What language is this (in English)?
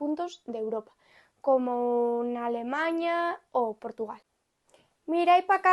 Asturian